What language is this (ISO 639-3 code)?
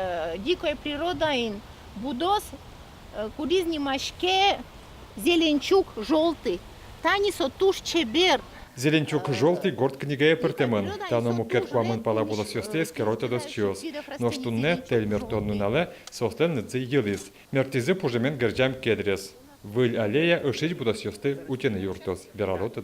udm